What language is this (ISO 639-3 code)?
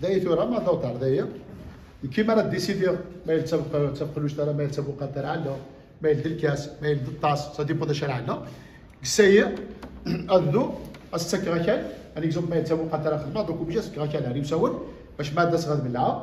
kab